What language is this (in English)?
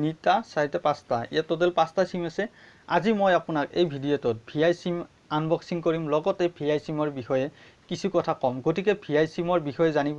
Assamese